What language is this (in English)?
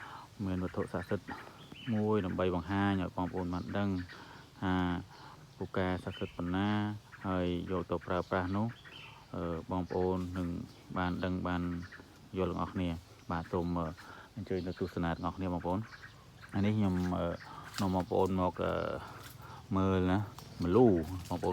Khmer